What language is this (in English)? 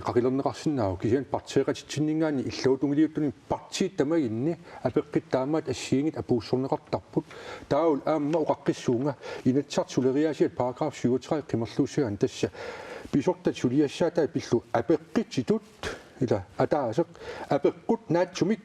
Kalaallisut